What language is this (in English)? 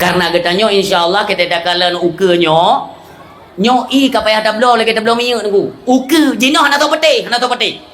Achinese